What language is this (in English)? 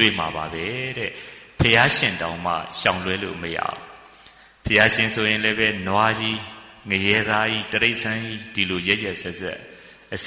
Burmese